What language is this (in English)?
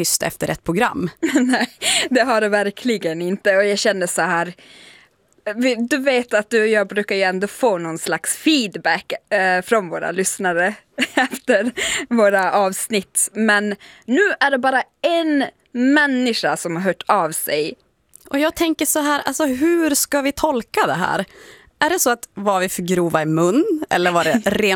Swedish